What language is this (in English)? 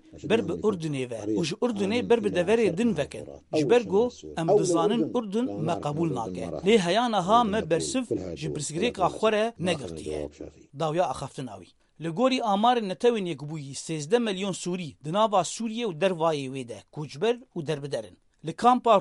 Kurdish